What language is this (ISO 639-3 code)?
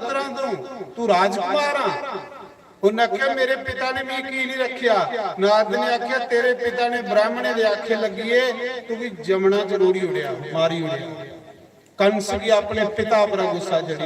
doi